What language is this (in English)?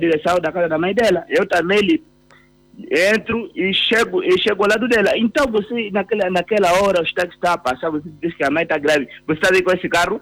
Portuguese